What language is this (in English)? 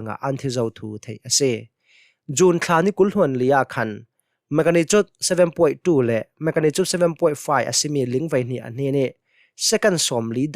Hakha Chin